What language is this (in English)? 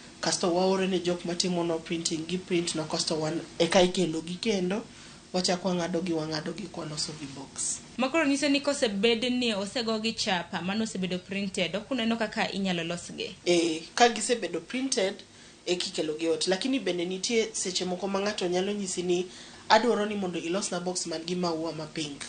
Luo (Kenya and Tanzania)